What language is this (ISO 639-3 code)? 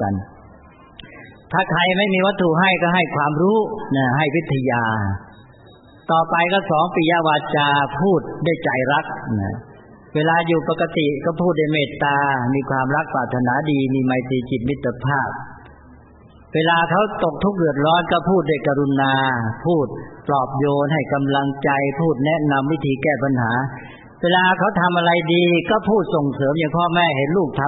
tha